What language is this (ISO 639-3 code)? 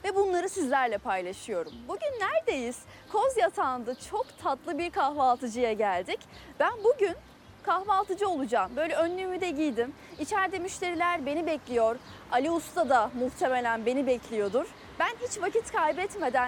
tur